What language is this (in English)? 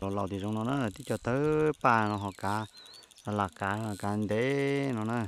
Hmong